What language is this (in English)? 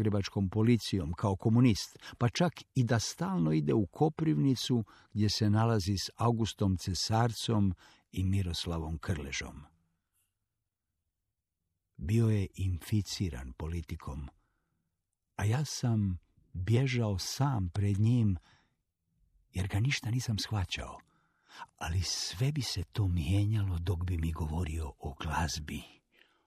Croatian